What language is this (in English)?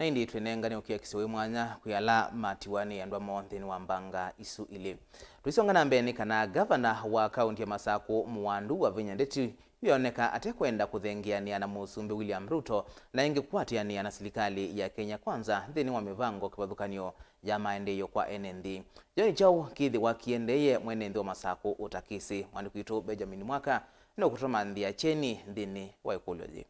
Kamba